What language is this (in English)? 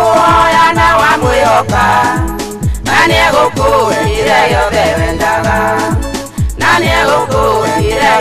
Kikuyu